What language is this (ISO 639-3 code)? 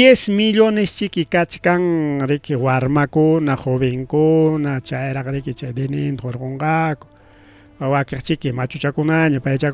quy